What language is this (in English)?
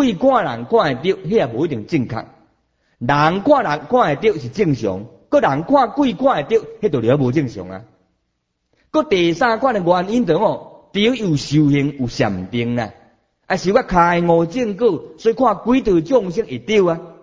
Min Nan Chinese